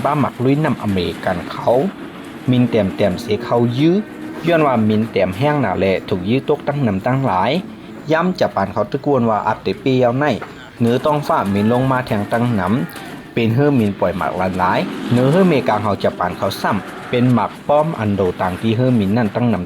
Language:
Shan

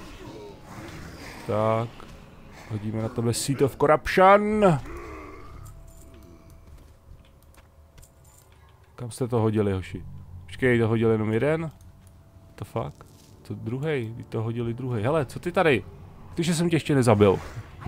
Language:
Czech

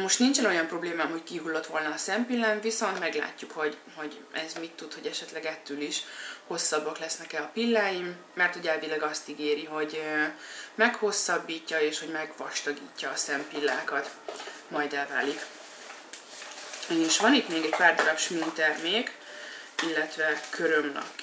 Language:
Hungarian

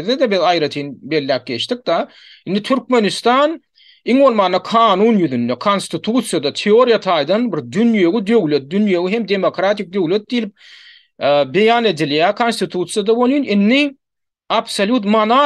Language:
Turkmen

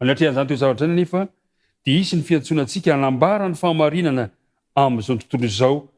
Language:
Malagasy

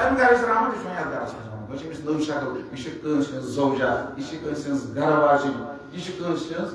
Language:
Kashmiri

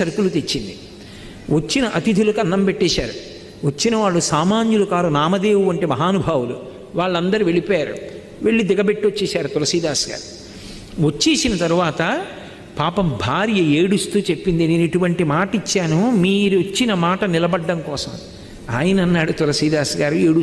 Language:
Telugu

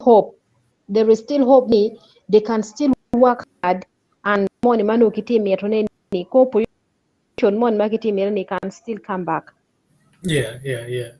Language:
Acoli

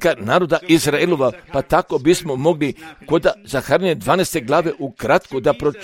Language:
Croatian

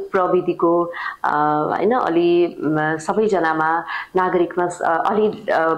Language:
Nepali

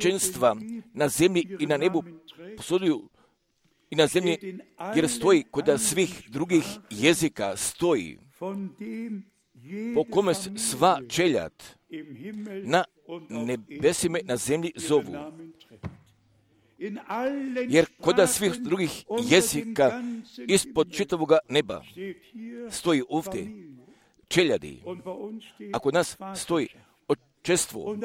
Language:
Croatian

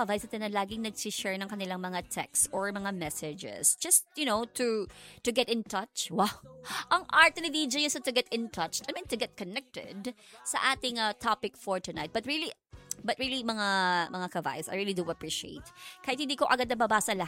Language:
Filipino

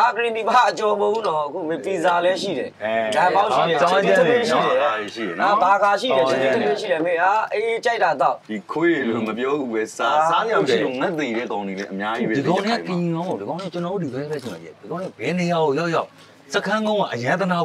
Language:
Burmese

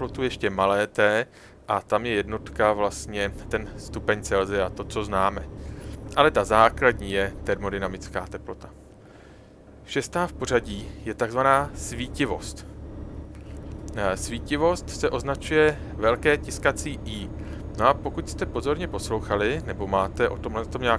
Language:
Czech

